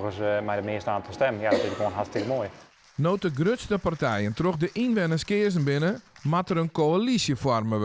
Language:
Western Frisian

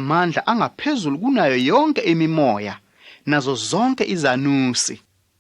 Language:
Zulu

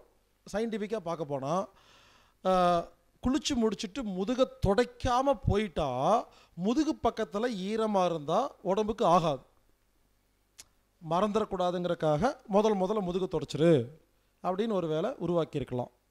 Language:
Tamil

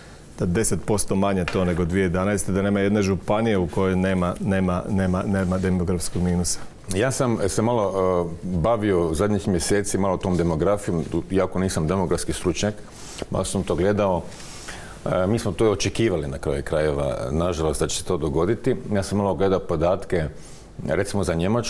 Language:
Croatian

